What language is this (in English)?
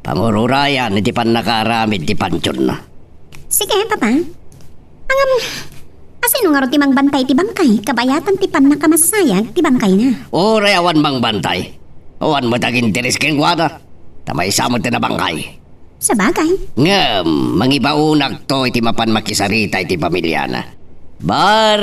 Iloko